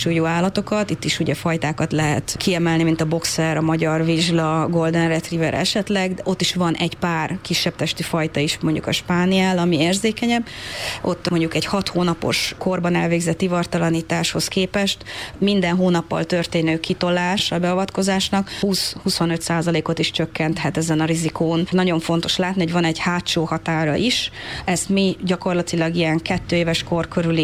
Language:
Hungarian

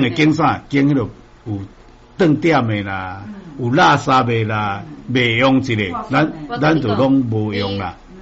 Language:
Min Nan Chinese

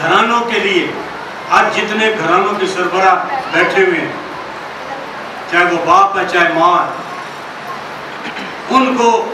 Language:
Urdu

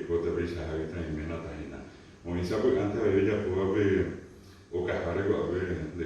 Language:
Guarani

